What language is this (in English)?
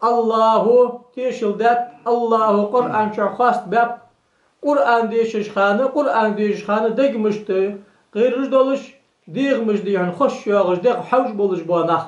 Ingush